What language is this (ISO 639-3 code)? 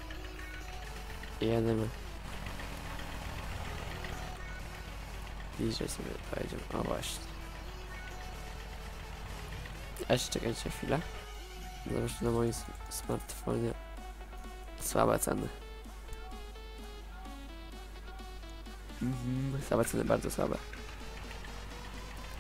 pol